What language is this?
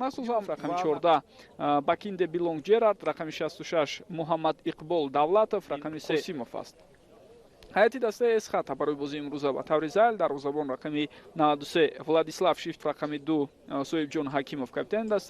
Tajik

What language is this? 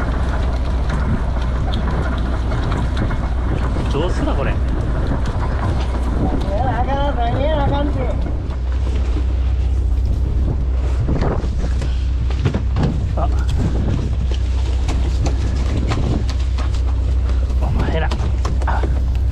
Japanese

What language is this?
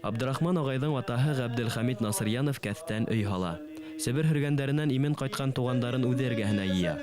Bashkir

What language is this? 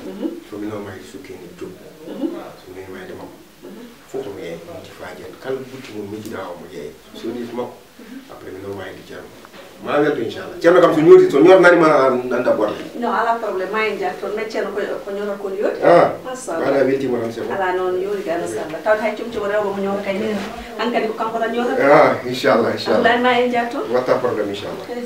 Fula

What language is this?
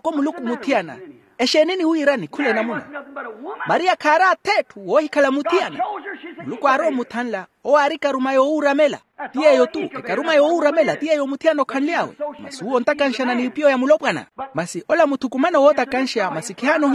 Makhuwa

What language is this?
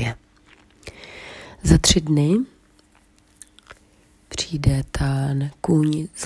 Czech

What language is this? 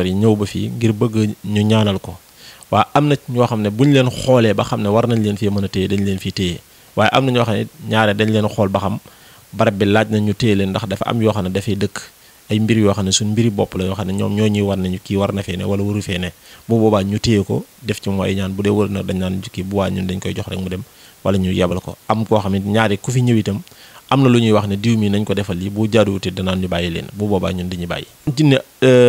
Wolof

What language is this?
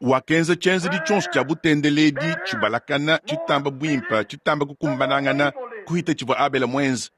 Luba-Lulua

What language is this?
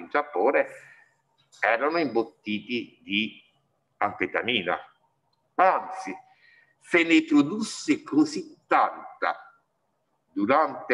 Italian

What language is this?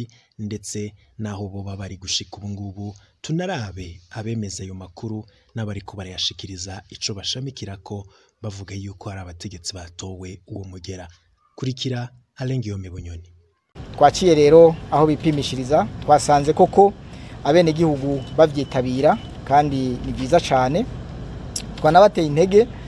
Rundi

